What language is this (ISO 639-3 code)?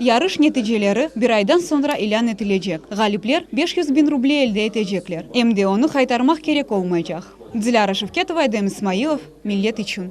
crh